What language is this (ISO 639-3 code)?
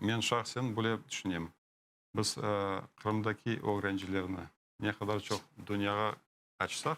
crh